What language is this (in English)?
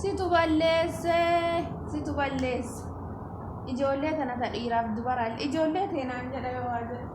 Oromo